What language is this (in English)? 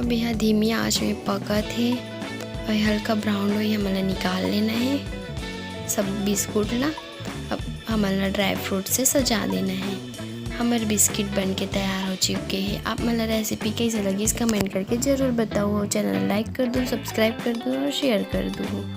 Chhattisgarhi